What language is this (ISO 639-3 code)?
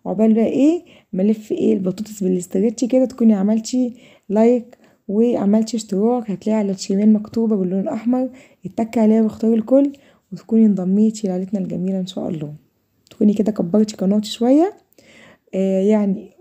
arz